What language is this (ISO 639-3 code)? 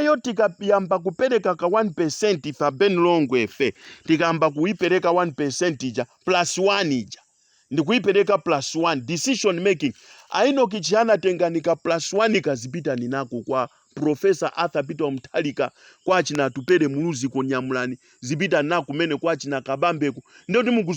nya